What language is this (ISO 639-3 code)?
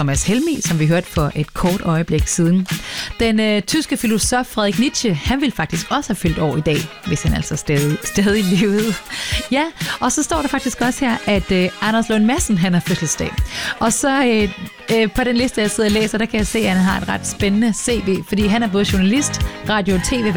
dan